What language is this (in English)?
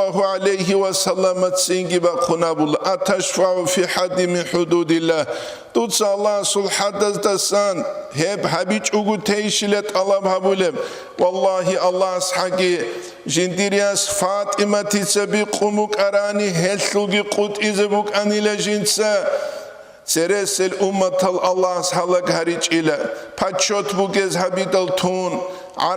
Avaric